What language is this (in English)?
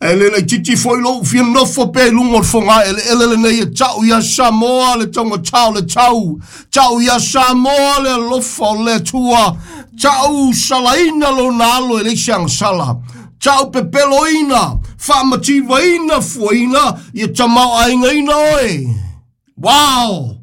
Samoan